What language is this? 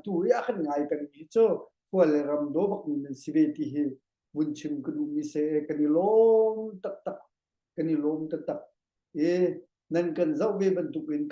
Hakha Chin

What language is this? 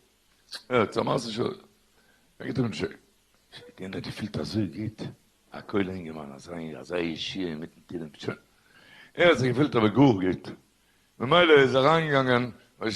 Yiddish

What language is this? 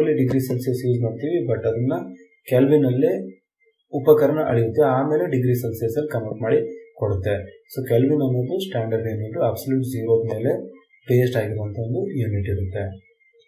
Kannada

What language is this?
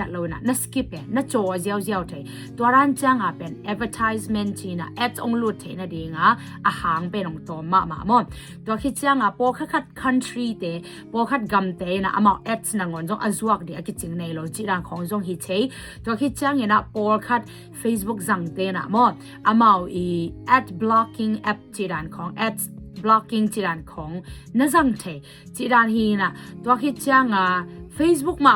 Tedim Chin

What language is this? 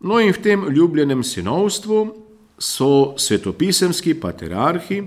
Slovenian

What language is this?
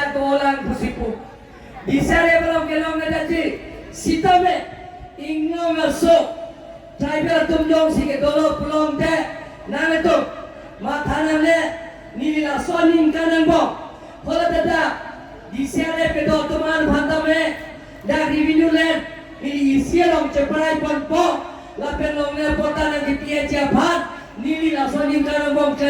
Karbi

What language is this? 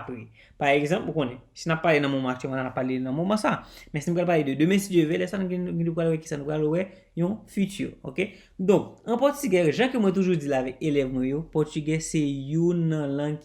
Haitian Creole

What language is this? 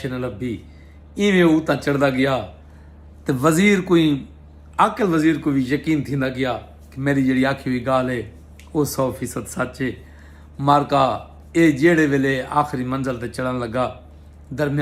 Saraiki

